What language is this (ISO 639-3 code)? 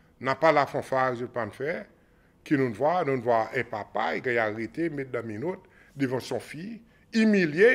crs